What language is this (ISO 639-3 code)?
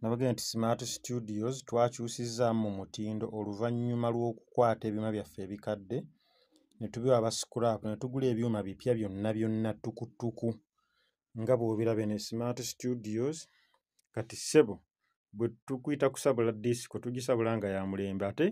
lug